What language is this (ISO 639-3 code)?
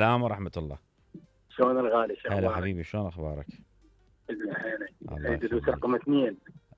acm